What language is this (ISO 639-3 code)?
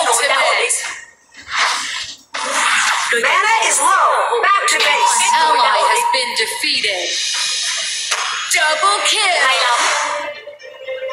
vie